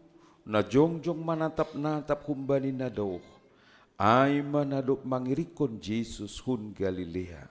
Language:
Batak Simalungun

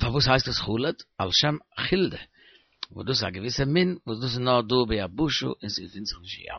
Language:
Yiddish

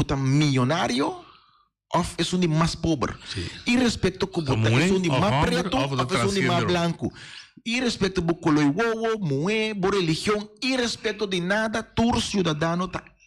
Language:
Papiamento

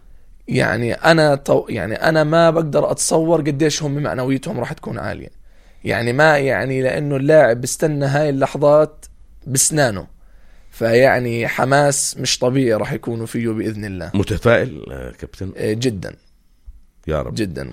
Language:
North Levantine Arabic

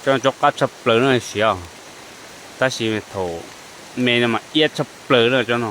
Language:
Hmong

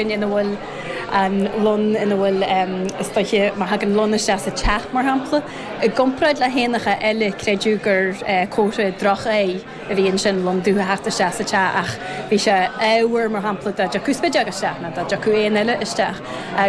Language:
Irish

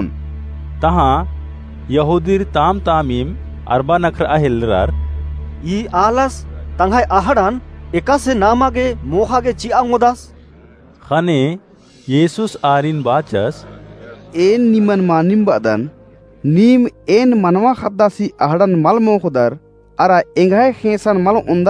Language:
Kurukh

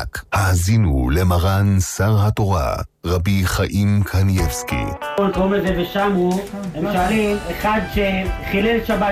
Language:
Hebrew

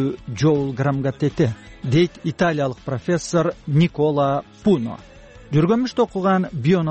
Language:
Kyrgyz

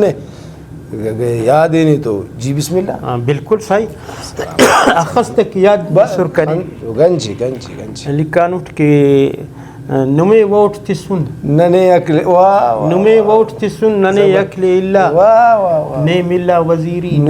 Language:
Brahui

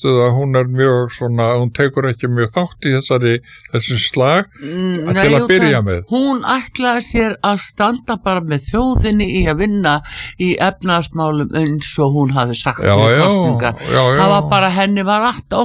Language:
Icelandic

